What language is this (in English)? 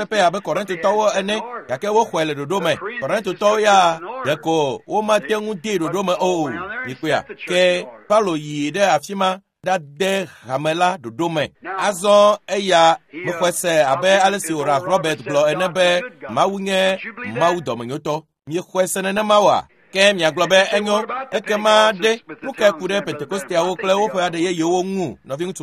Ewe